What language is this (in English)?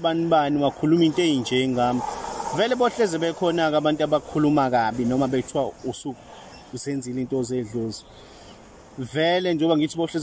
Zulu